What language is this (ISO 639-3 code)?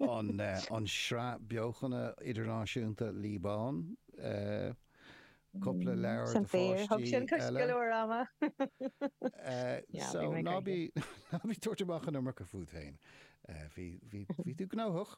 gle